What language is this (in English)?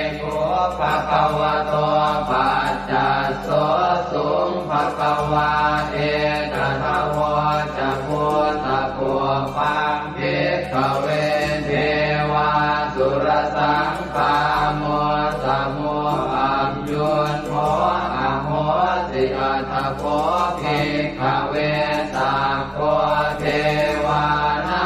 Pali